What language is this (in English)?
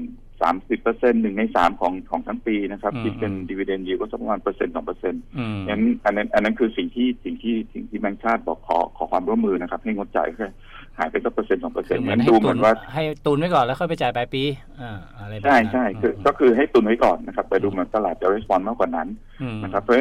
Thai